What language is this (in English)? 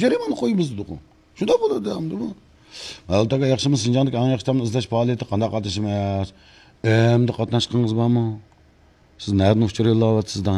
Uyghur